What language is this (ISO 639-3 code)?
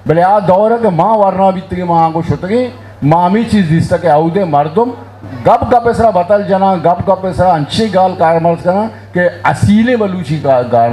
bgp